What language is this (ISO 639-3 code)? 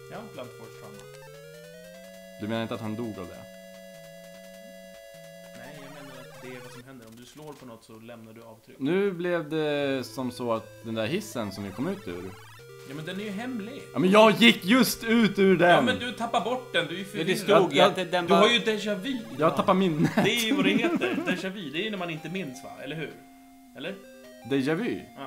swe